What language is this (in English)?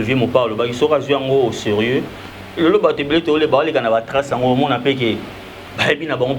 Lingala